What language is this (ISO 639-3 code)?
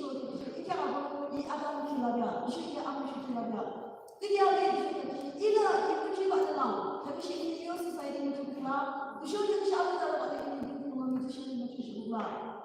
yim